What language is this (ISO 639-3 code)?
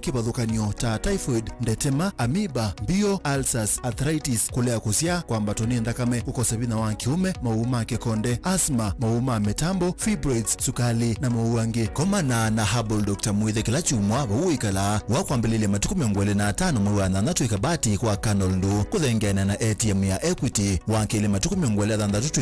kam